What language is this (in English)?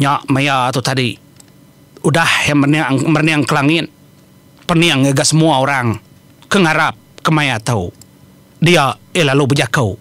Iban